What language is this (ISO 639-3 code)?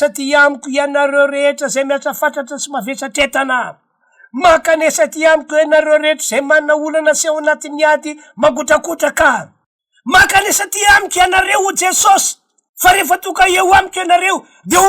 mlg